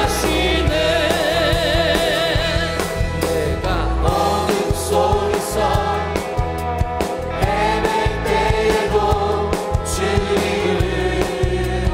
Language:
Korean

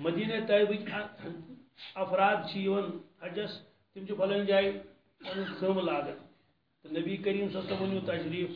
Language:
Kashmiri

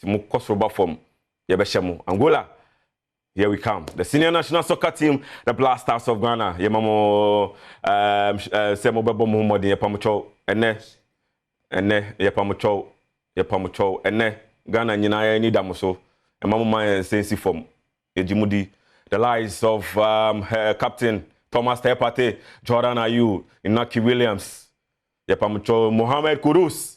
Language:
Akan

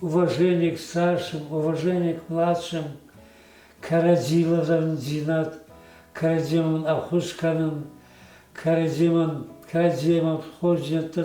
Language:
Ossetic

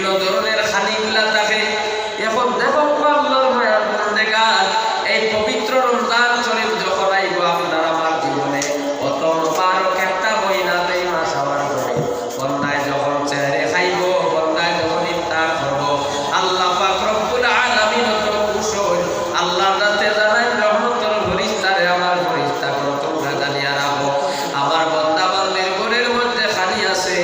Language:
Sylheti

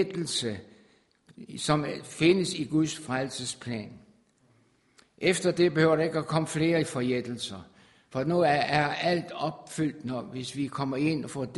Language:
Danish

